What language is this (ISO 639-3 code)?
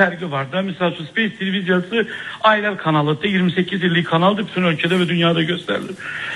aze